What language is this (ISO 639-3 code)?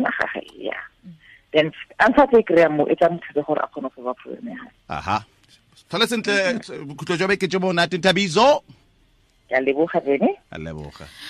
tsn